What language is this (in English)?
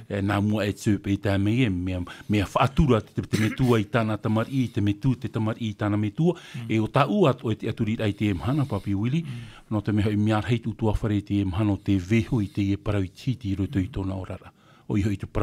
Tahitian